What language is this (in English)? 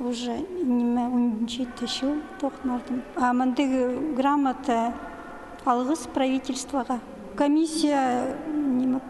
Khakas